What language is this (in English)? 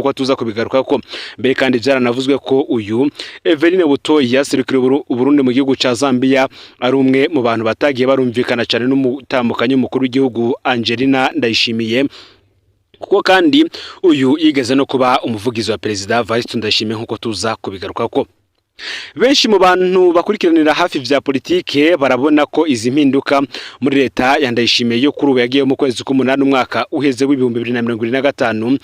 Rundi